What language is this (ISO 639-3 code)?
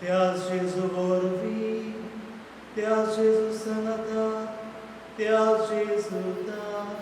kok